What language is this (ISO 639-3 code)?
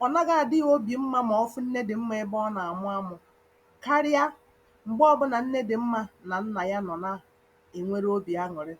ibo